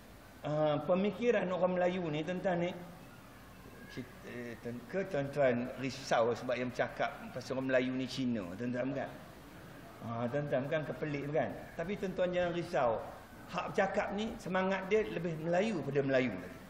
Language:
Malay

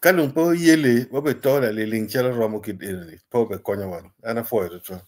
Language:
Acoli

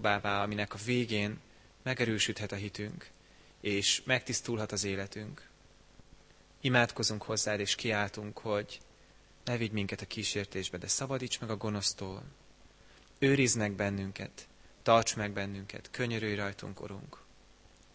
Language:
Hungarian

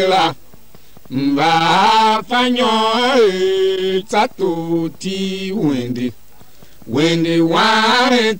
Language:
Tiv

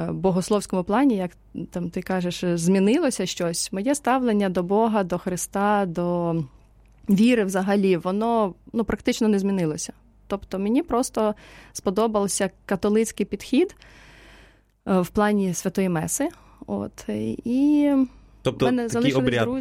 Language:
Ukrainian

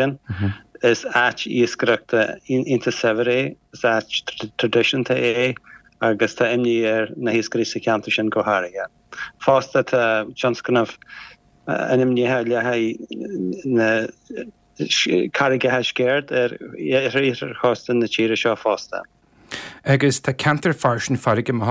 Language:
Irish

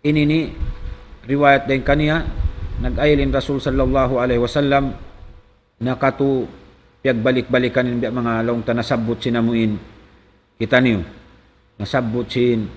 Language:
Tausug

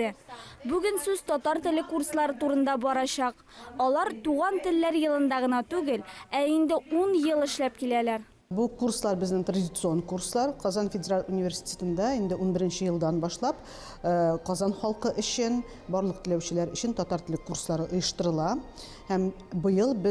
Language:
Tatar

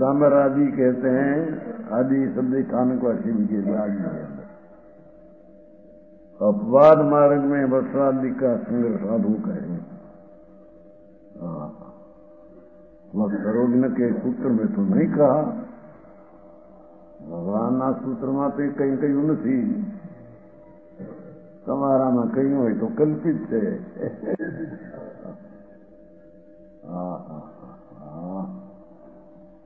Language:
Gujarati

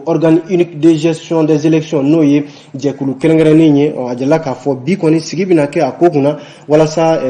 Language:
Bambara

